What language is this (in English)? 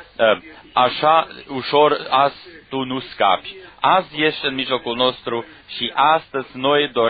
Romanian